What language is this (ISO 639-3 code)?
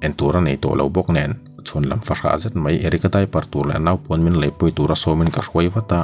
lus